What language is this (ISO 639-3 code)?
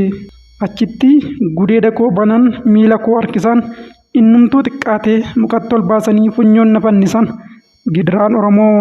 orm